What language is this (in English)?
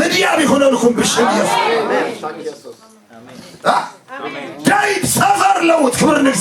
Tigrinya